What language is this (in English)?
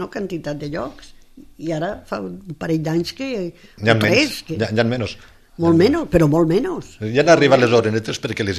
Catalan